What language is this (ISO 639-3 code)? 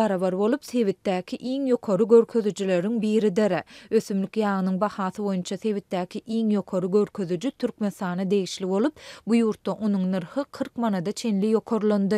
tuk